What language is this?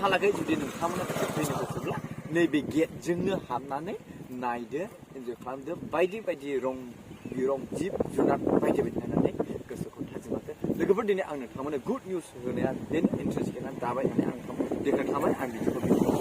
Bodo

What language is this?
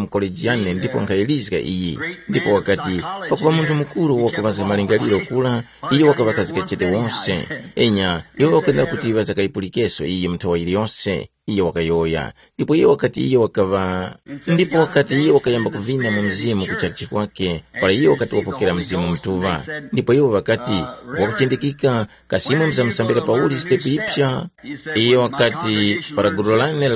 Tumbuka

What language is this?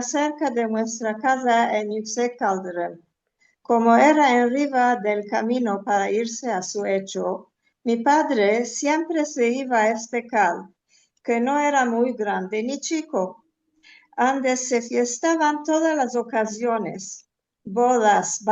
Ladino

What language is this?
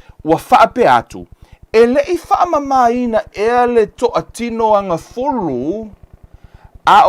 Samoan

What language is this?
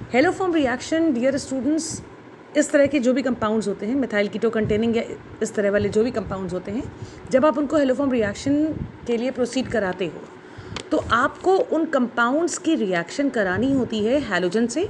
Hindi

